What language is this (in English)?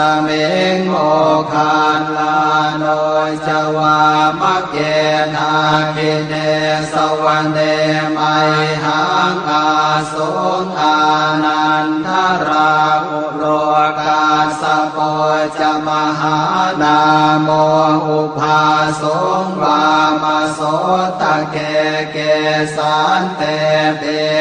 Pali